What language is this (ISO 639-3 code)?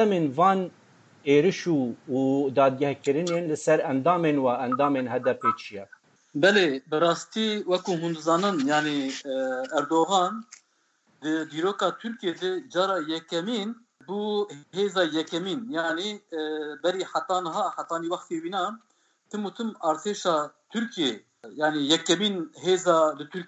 kur